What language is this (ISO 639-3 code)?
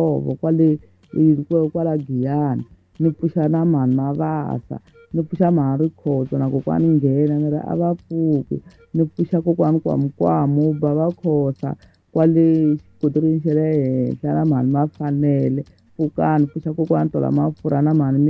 tso